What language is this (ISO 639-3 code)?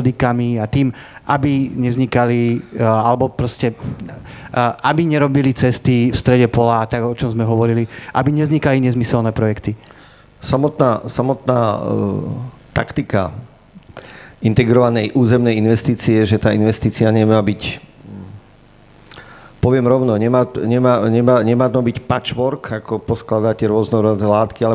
slk